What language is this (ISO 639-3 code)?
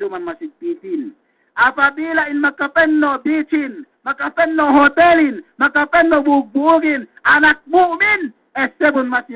yka